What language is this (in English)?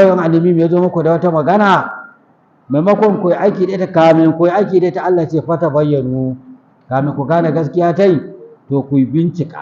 Hausa